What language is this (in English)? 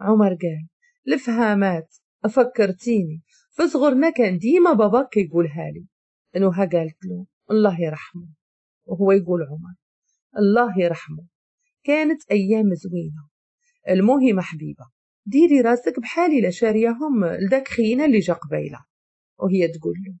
Moroccan Arabic